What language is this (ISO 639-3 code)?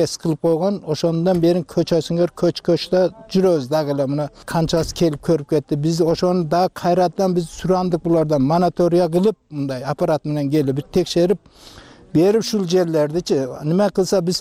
kir